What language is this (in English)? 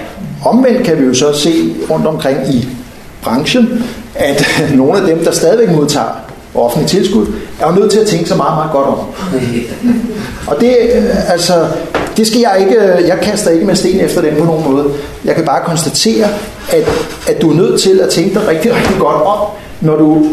Danish